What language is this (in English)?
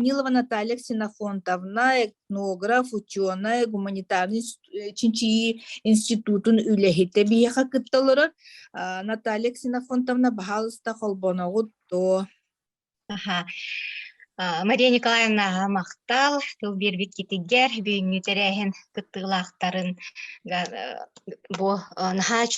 Yakut